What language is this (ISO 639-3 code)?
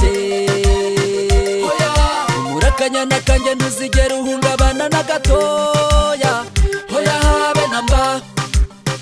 kin